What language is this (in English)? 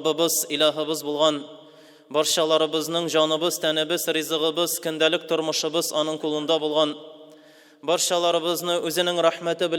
Tatar